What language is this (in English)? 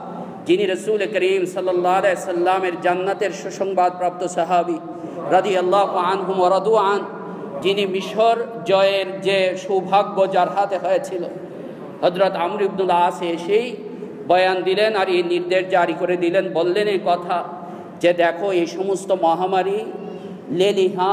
Bangla